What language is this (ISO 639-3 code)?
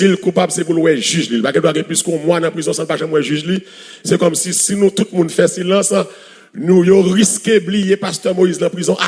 hat